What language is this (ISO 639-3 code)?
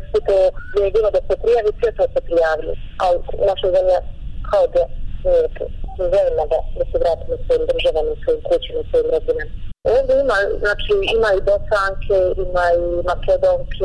bos